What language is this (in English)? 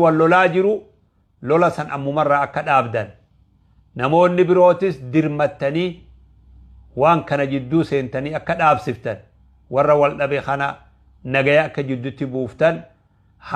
Oromo